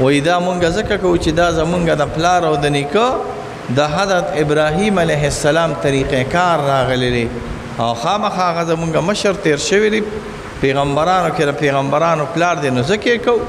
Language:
Pashto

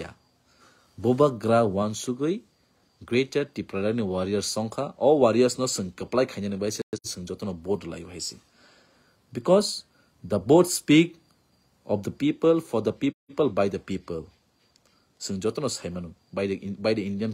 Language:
Kok Borok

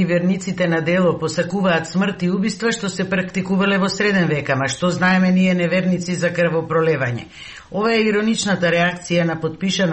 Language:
Macedonian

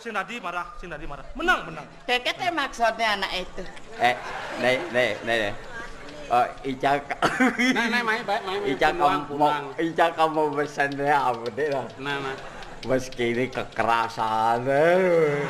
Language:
Balinese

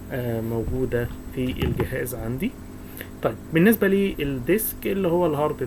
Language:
Egyptian Arabic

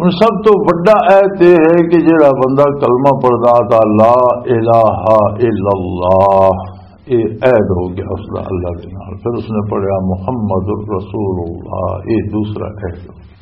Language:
Western Panjabi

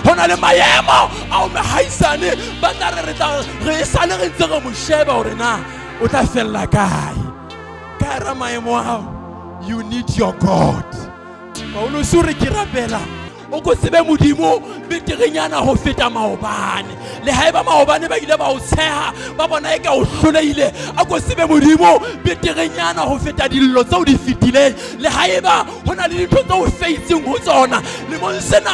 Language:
Southern Sotho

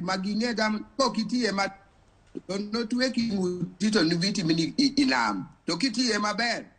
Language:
Luo (Kenya and Tanzania)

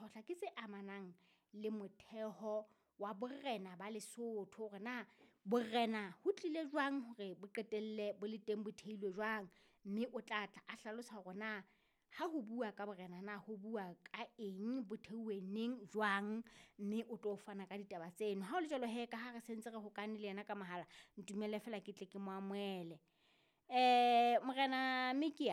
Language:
Southern Sotho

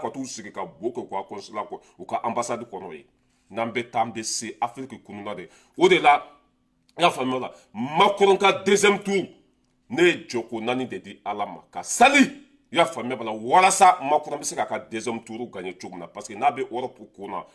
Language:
Bambara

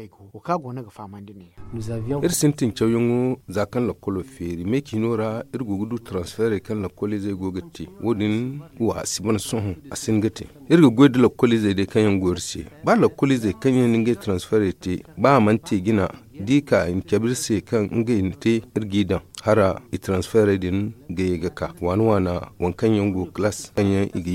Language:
Zarma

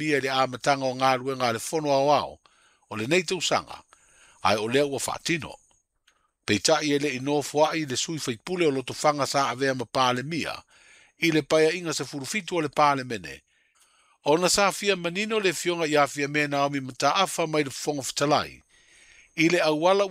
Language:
Samoan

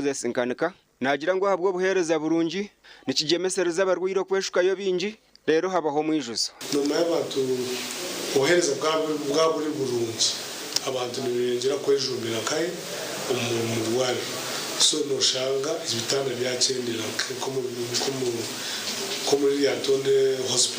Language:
Nyankole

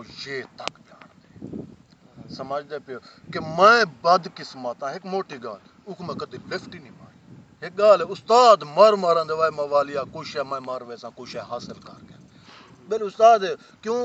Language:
Saraiki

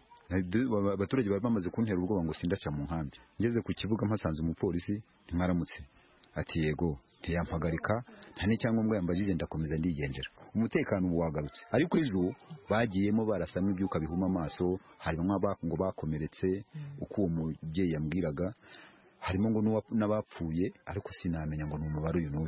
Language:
Kinyarwanda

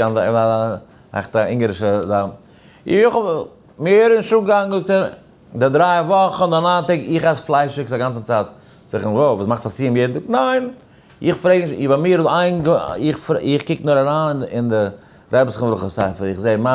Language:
Yiddish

